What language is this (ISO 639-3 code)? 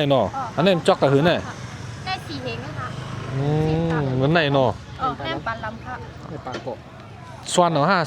shn